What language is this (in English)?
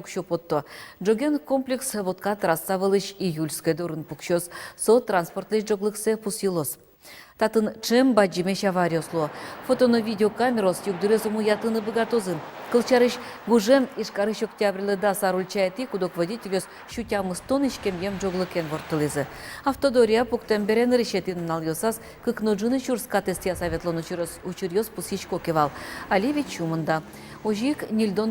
Udmurt